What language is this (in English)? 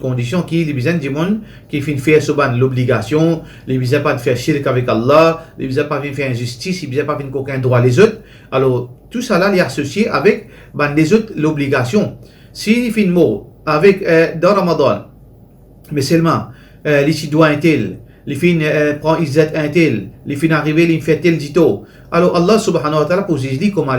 Morisyen